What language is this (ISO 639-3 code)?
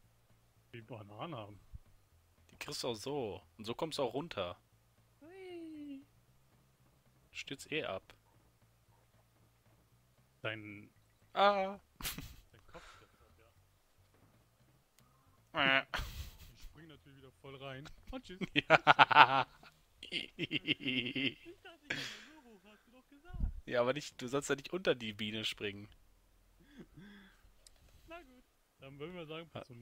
deu